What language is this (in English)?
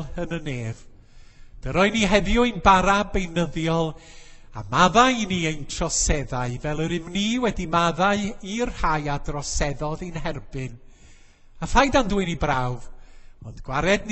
Welsh